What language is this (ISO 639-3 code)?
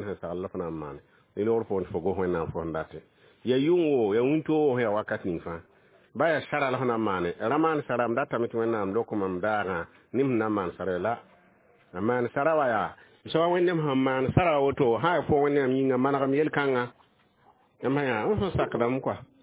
mos